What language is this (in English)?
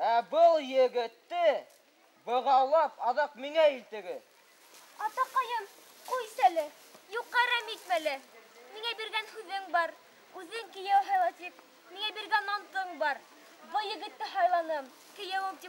Bashkir